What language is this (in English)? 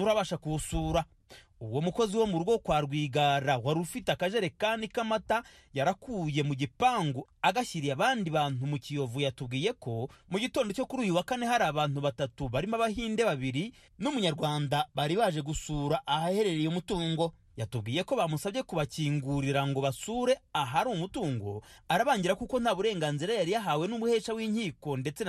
Kinyarwanda